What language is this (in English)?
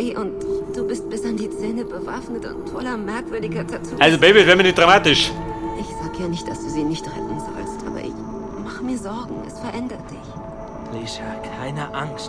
Bavarian